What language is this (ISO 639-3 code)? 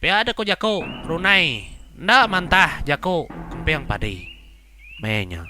iba